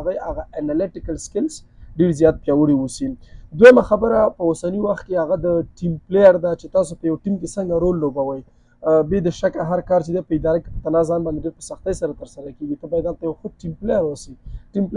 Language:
Pashto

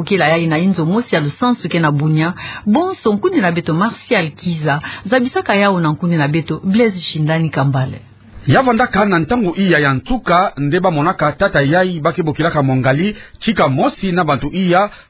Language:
Kituba (Democratic Republic of Congo)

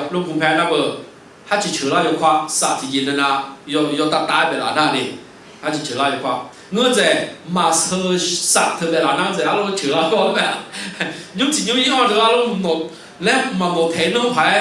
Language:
Akha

